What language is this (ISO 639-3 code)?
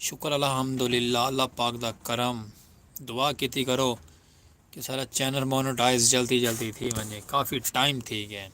skr